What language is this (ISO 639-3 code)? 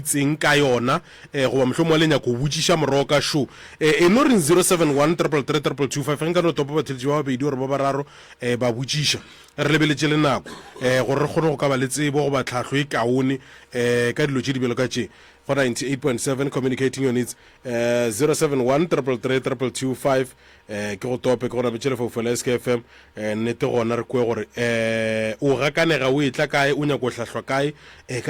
nso